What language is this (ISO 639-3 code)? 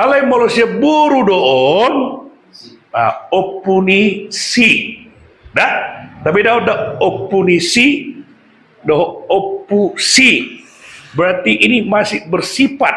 bbc